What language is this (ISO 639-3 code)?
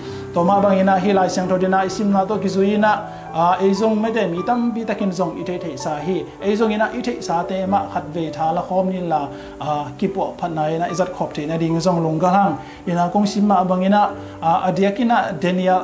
ctd